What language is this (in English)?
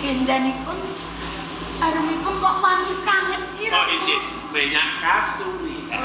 Javanese